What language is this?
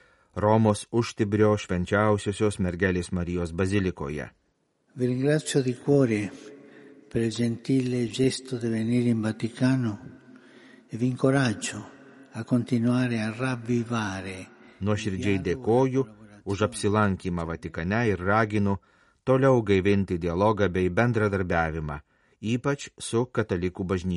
Lithuanian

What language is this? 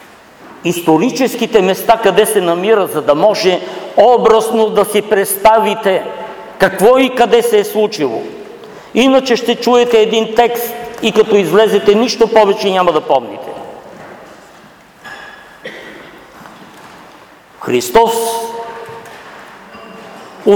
Bulgarian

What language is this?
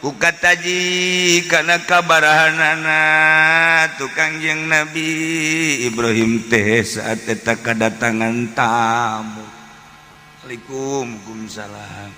Sundanese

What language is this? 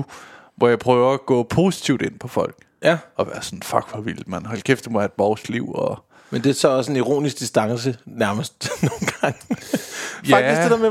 Danish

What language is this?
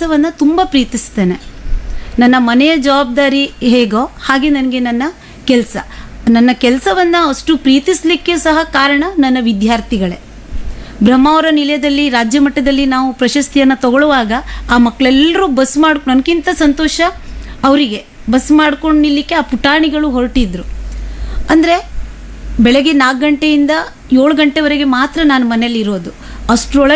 Kannada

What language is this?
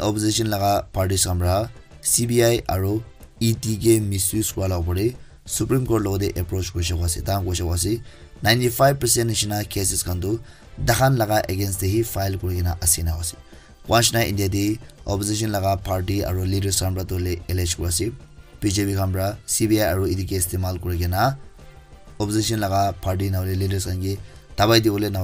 Naga Pidgin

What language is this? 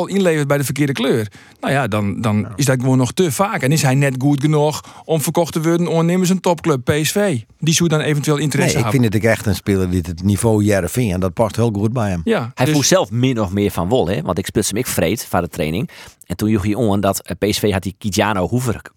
Western Frisian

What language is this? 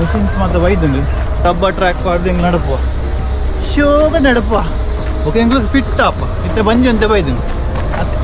Tulu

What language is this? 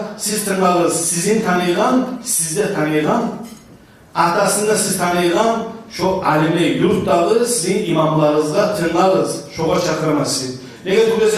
Kumyk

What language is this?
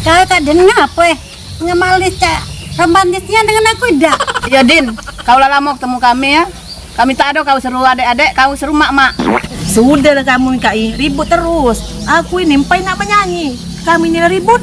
Musi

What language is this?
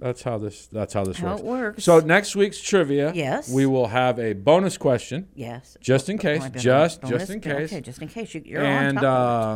English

